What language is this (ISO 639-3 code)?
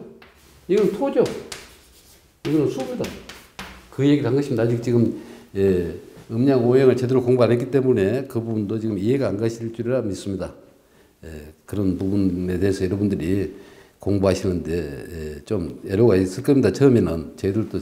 kor